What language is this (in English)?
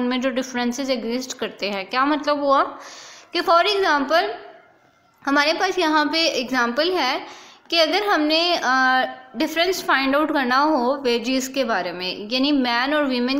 Hindi